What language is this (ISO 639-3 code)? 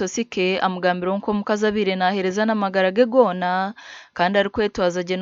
nyn